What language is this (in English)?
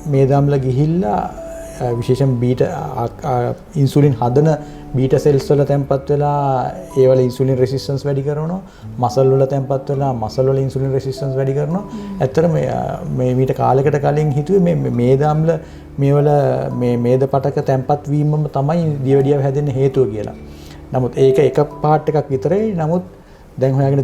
Sinhala